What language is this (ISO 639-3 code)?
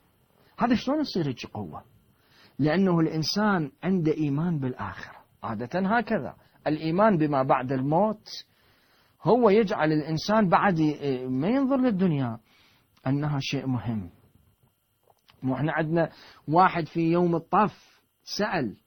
ara